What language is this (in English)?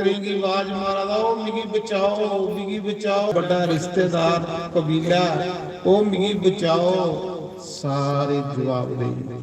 Dogri